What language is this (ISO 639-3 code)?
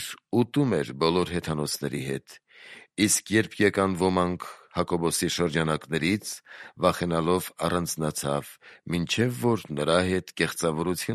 hye